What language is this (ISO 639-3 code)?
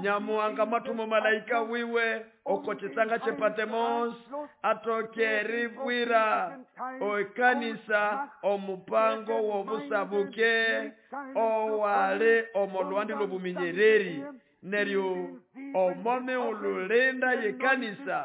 nnb